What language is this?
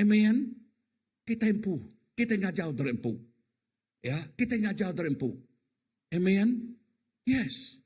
Iban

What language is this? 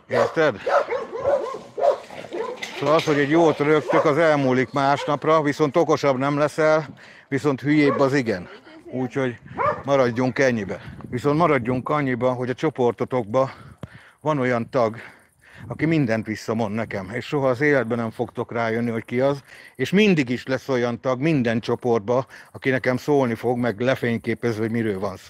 Hungarian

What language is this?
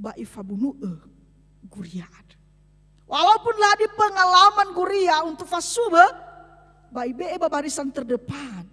Nias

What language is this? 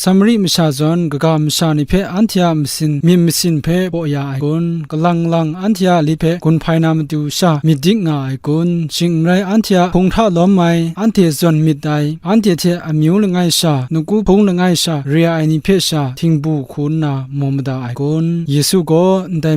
Kachin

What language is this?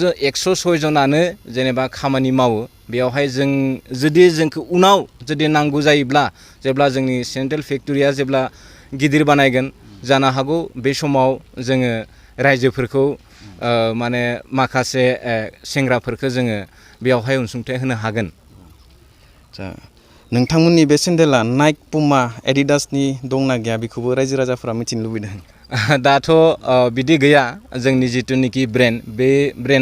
Bodo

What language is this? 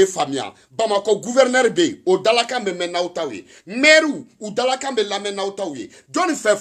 Bambara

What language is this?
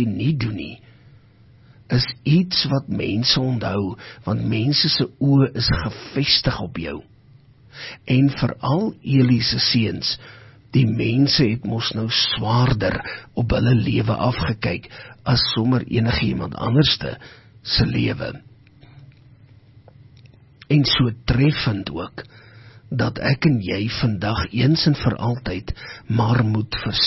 Afrikaans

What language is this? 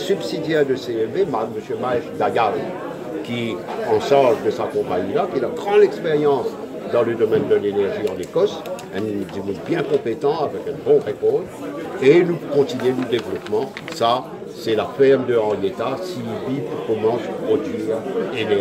Morisyen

